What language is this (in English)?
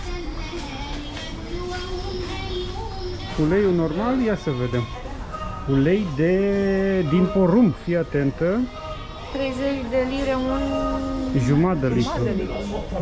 Romanian